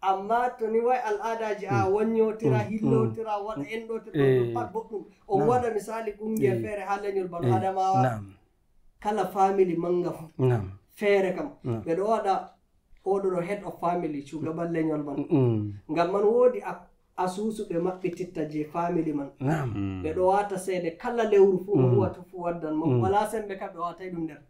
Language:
Nigerian Fulfulde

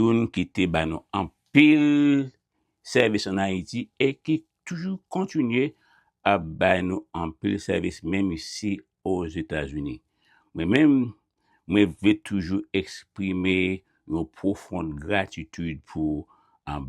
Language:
Haitian Creole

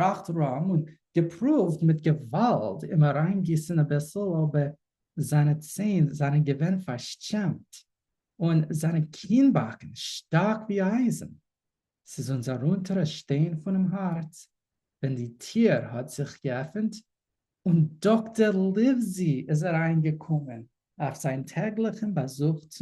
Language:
Yiddish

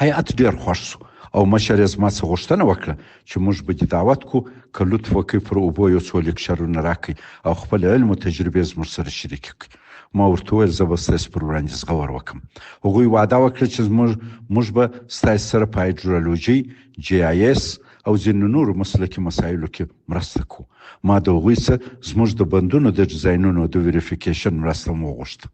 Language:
Pashto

